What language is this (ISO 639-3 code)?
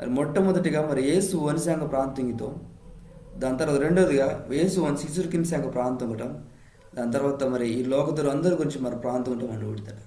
kff